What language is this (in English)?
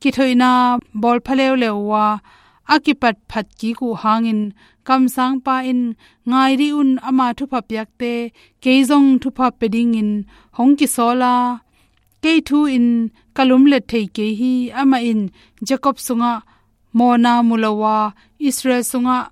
Tedim Chin